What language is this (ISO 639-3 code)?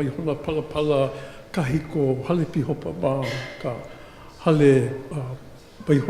haw